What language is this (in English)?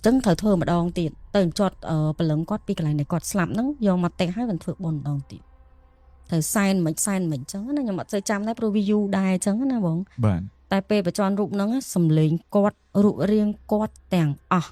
Khmer